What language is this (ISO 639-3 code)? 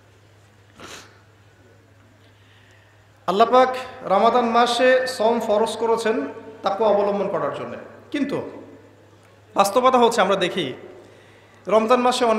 ben